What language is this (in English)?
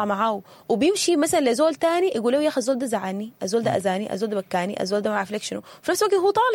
Sudanese Arabic